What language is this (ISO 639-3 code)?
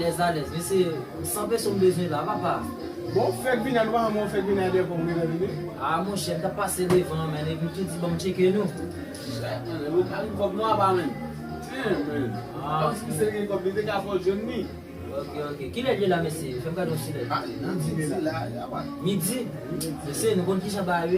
hat